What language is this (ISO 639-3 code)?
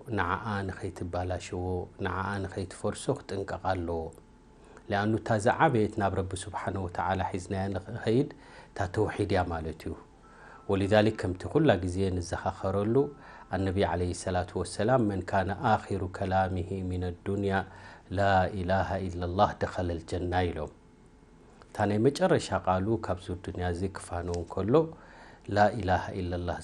tir